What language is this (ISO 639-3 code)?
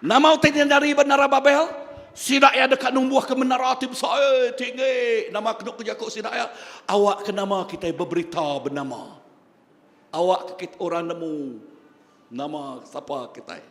iba